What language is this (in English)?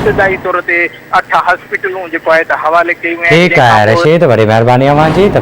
Sindhi